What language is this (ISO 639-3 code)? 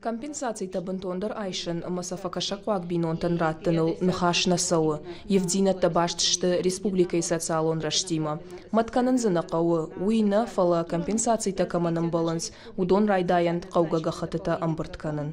oss